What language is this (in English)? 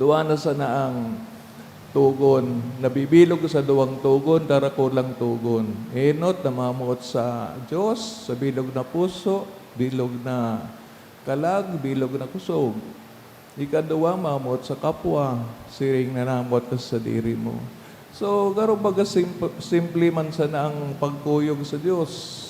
Bikol